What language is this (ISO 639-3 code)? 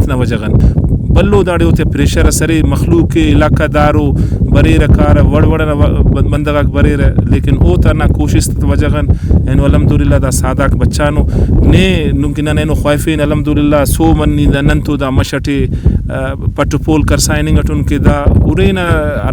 brh